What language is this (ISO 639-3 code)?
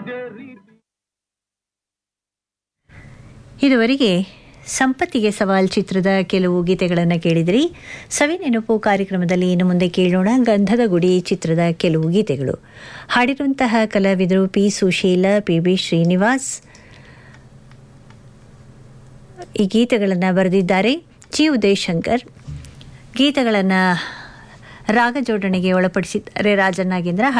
kan